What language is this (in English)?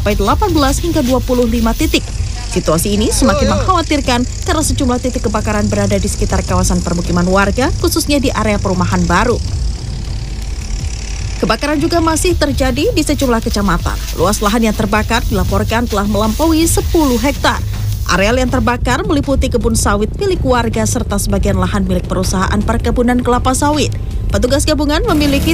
Indonesian